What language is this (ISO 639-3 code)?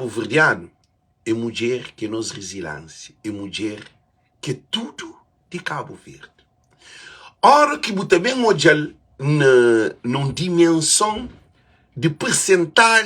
kea